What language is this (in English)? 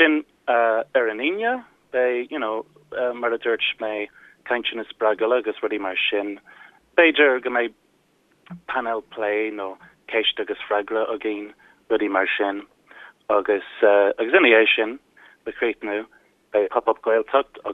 Irish